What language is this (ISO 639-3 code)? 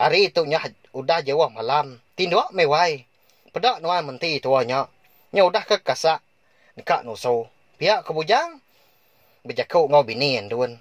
iba